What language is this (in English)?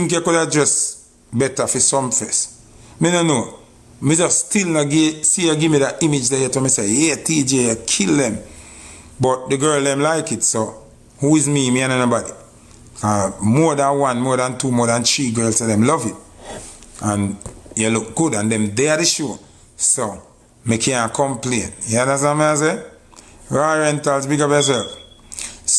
Jamaican Creole English